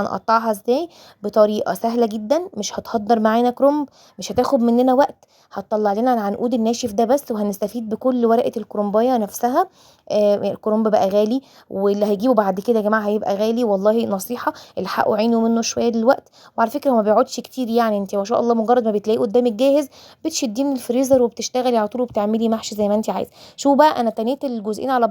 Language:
Egyptian Arabic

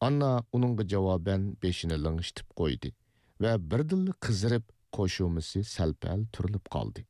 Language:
Uyghur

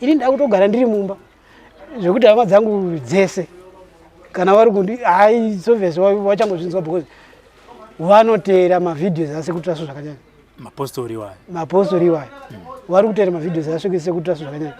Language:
Shona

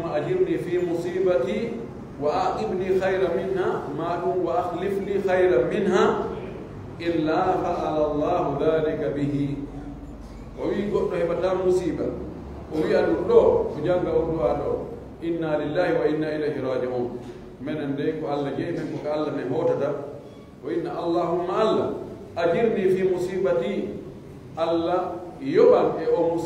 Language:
Pular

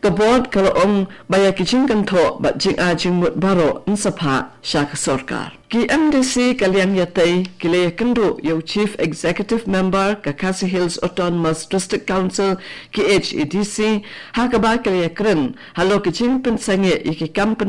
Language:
Khasi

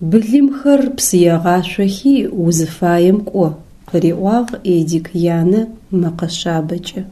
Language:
Adyghe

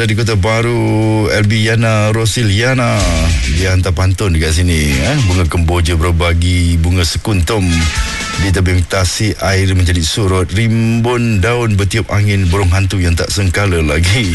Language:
Malay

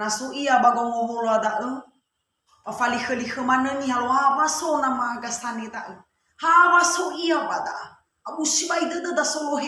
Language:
Nias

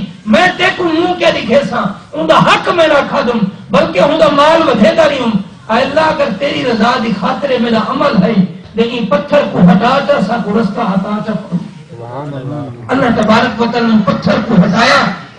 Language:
Saraiki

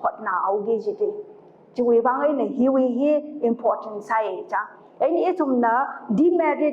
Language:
Tangkhul Naga (India)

